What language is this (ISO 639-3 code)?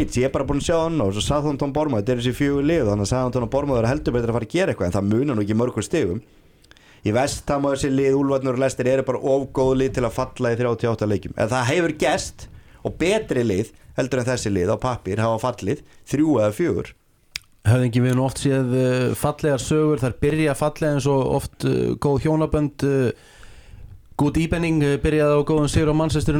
isl